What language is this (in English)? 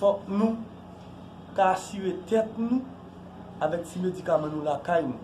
Haitian Creole